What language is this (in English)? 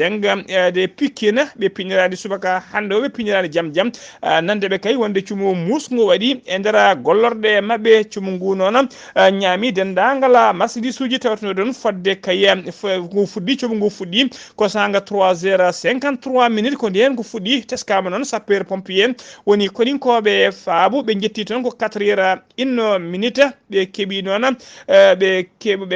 Fula